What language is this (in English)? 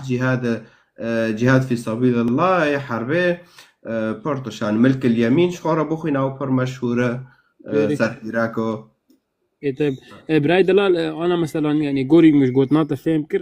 Kurdish